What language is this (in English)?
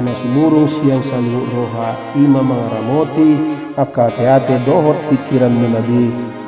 Batak Toba